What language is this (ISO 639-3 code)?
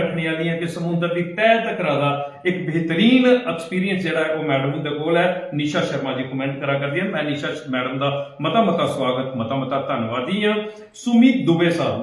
doi